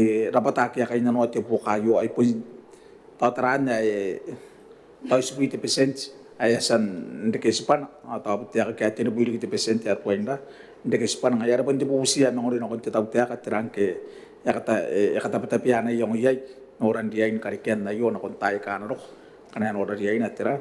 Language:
Gilbertese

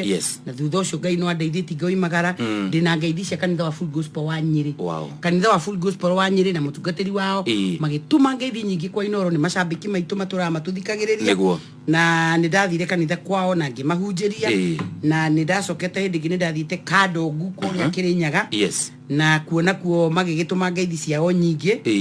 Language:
Kikuyu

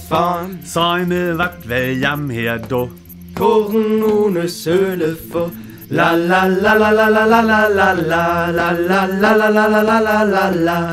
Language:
Northern Frisian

